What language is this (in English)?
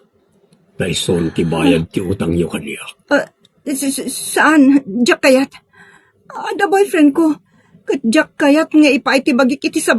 Iloko